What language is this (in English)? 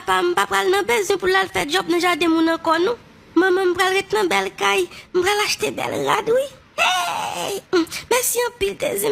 Haitian Creole